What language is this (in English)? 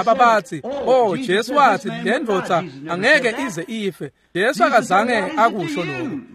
Swati